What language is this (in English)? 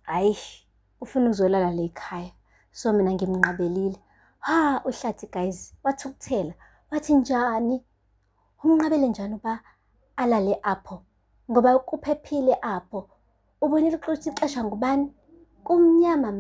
Zulu